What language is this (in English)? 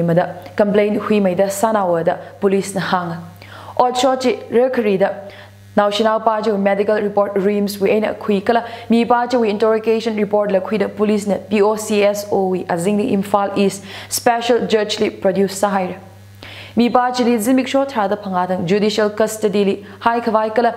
Tangkhul Naga (India)